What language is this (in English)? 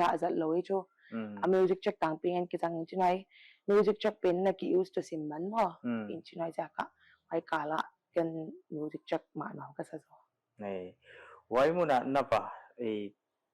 Paite Chin